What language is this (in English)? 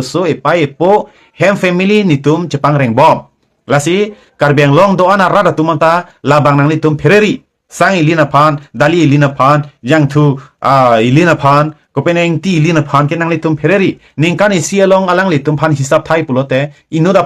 Karbi